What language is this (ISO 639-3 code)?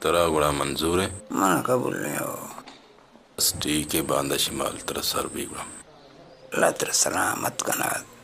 bal